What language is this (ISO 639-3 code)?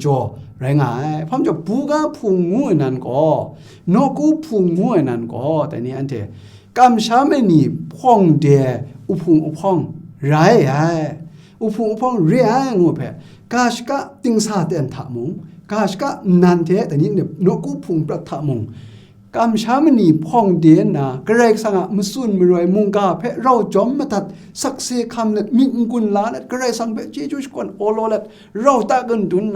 kac